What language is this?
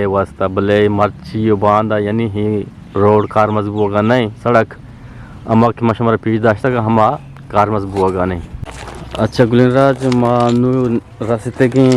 Eastern Balochi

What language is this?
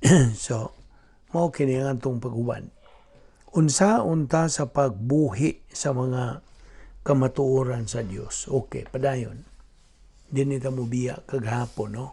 Cebuano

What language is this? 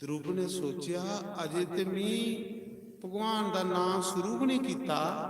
Dogri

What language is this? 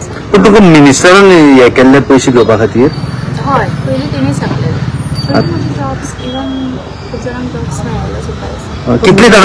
Konkani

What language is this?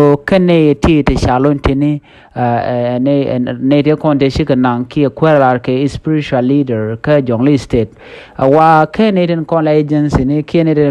Nuer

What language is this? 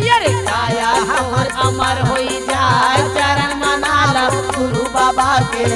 Chhattisgarhi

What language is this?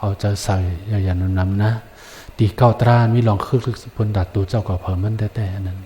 Shan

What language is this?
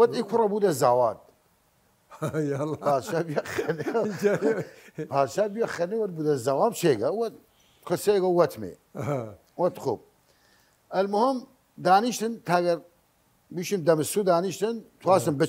Southern Kurdish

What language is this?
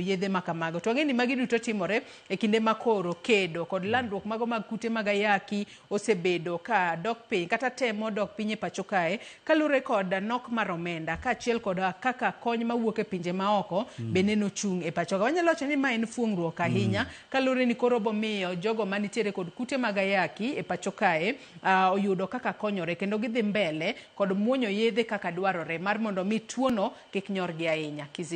Luo (Kenya and Tanzania)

